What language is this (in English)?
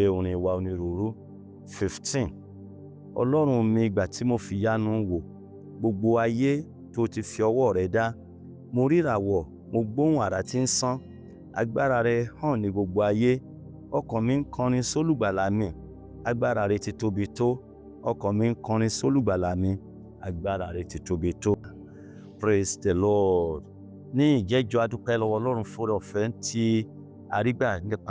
Yoruba